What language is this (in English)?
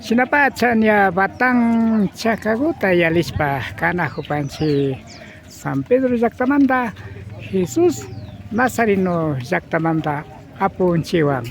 Imbabura Highland Quichua